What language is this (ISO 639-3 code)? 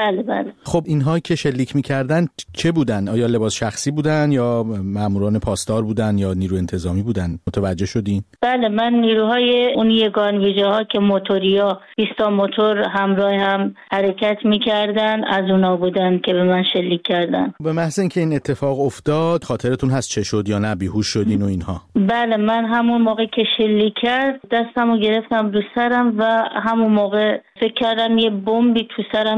fas